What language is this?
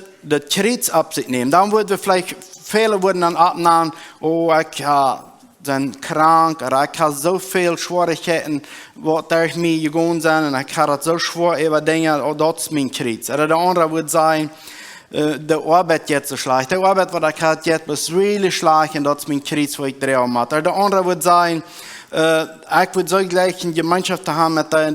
Plautdietsch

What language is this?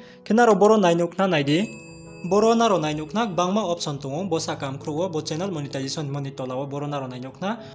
Riang (India)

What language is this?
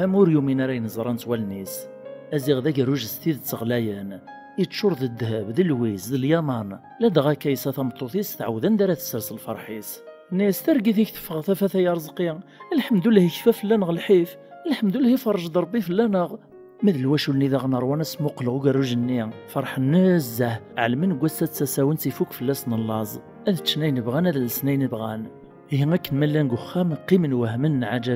Kabyle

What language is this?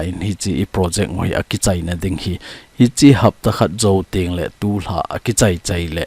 Thado Chin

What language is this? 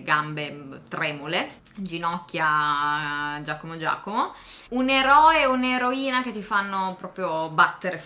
Italian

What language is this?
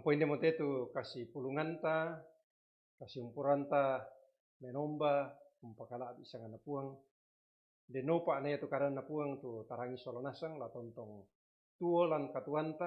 Toraja-Sa'dan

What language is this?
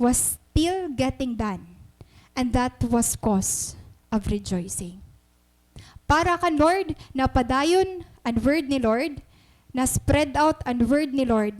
Waray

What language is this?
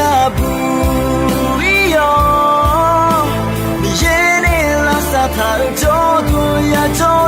Akha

